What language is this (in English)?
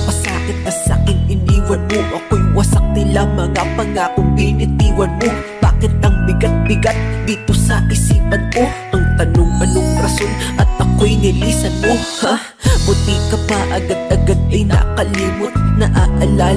Filipino